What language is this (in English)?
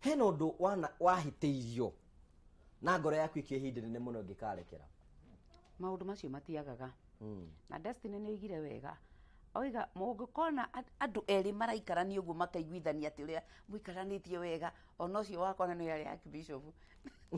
Kikuyu